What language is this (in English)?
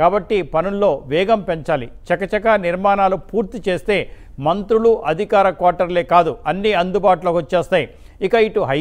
Telugu